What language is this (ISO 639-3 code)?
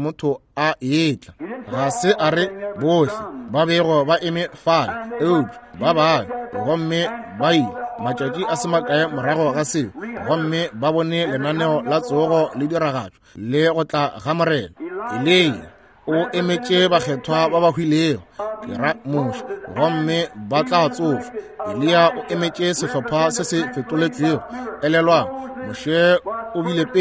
nso